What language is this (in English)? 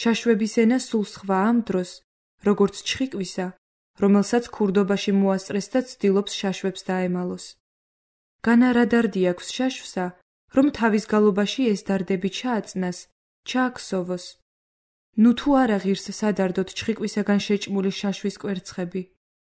Georgian